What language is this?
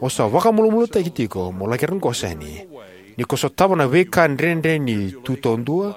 Fijian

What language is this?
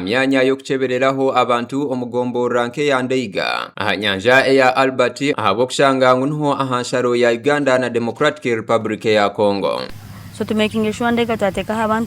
Nyankole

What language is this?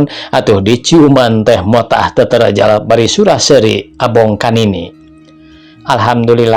Sundanese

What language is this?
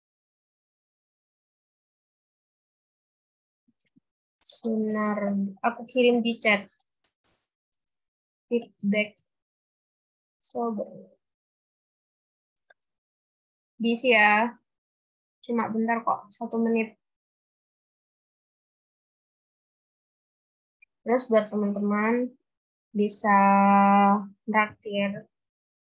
Indonesian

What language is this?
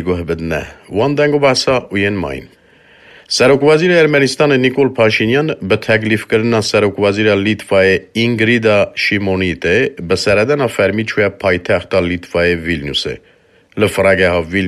Kurdish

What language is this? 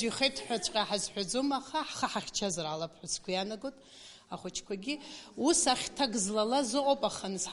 Abkhazian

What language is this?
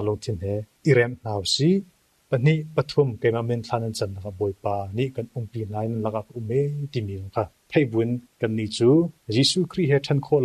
Hakha Chin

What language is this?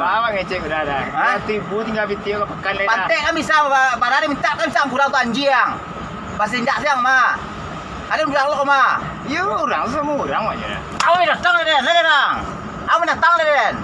Minangkabau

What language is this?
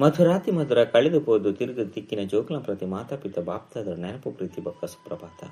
Tulu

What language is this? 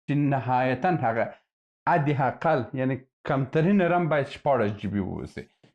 Pashto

